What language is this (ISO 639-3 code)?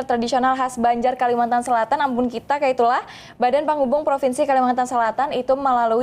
bjn